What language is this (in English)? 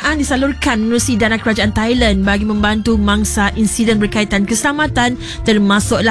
Malay